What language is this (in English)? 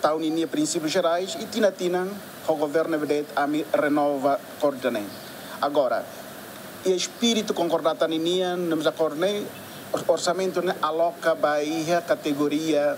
Tetum